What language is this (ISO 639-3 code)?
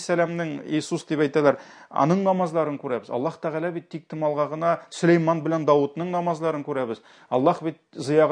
tat